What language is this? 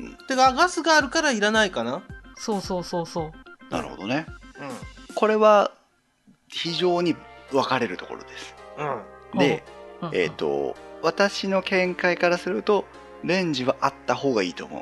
Japanese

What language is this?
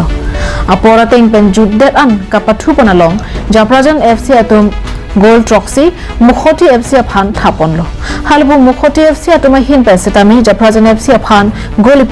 Karbi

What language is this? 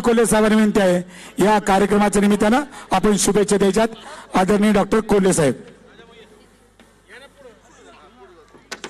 Marathi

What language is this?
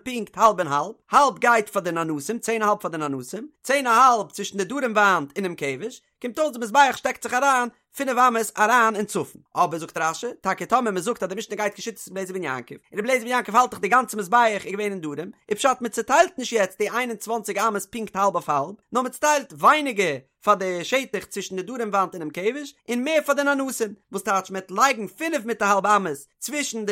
Yiddish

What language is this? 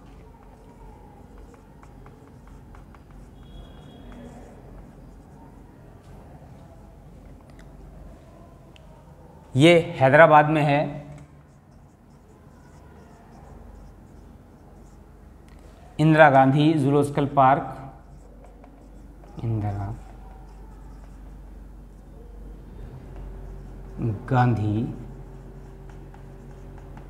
Hindi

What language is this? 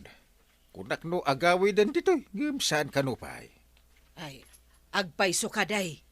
Iloko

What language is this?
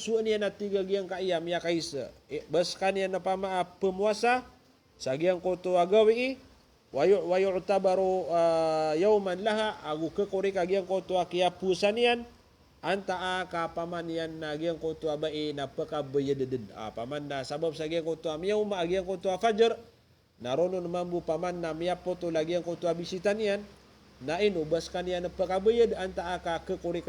Maranao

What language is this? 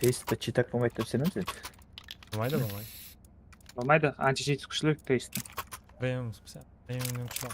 Kara-Kalpak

